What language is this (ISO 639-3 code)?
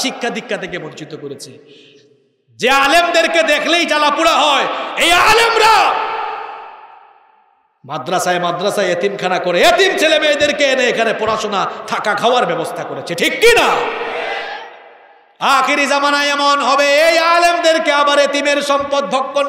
ben